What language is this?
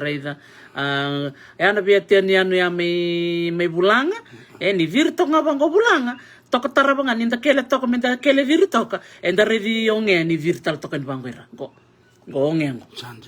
Fijian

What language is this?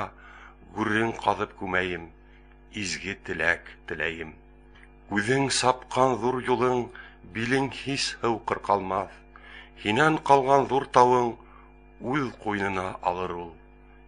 Bashkir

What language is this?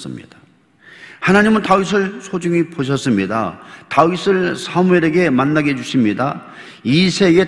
Korean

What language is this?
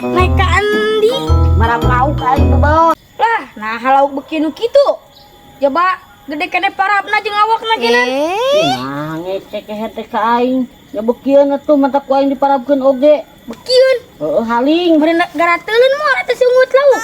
Sundanese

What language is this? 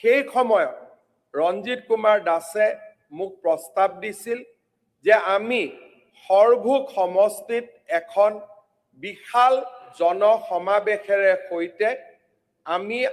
Assamese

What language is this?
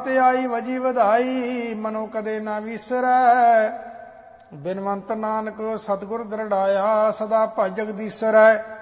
Punjabi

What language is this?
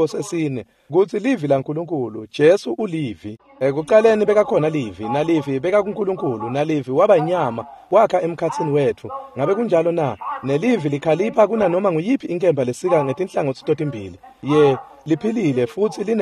Swati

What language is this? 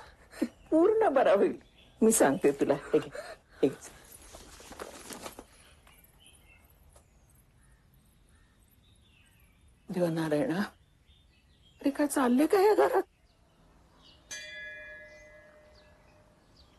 Marathi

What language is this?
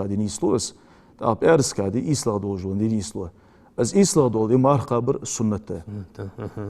Ingush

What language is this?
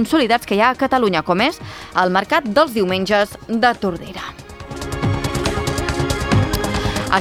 Catalan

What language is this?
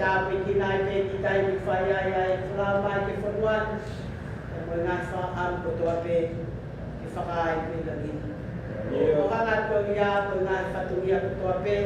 Tongan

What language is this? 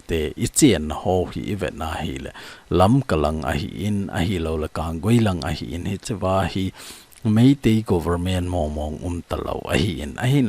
Thado Chin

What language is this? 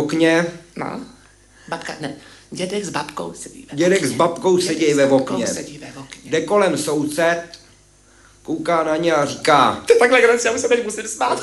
Czech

